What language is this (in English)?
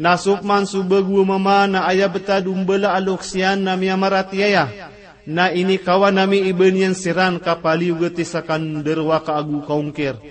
Maranao